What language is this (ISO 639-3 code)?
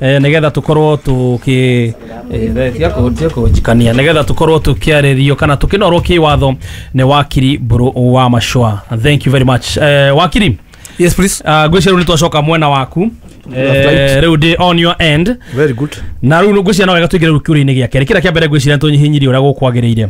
kik